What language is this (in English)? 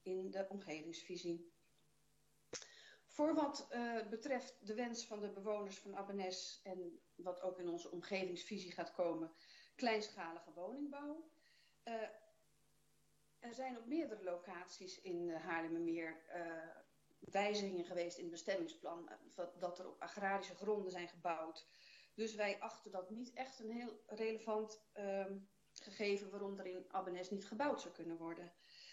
Dutch